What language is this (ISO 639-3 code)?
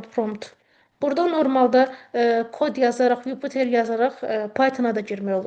aze